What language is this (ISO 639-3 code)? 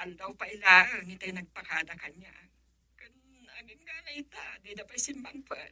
ilo